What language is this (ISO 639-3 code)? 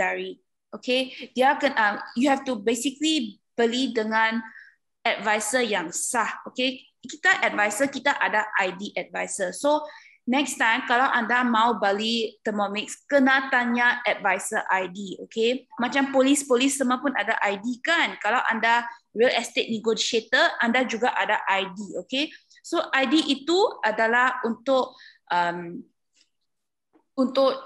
msa